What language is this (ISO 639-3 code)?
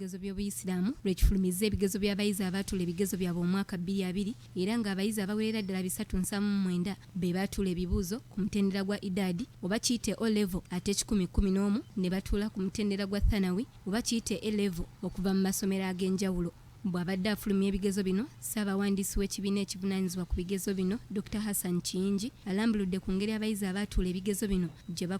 lug